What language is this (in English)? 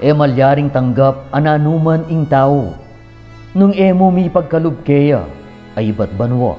Pampanga